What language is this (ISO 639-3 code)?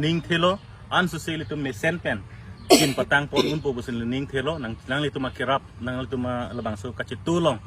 mjw